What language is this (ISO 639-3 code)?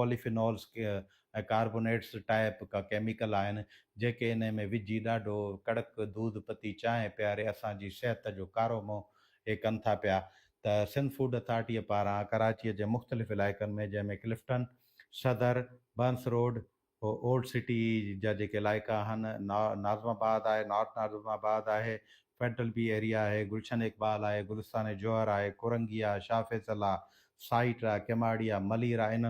snd